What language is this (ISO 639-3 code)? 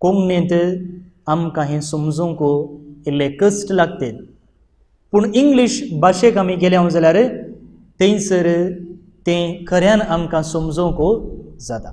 kok